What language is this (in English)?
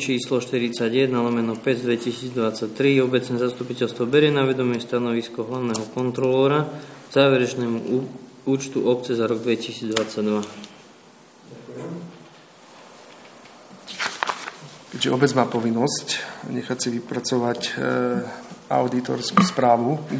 Slovak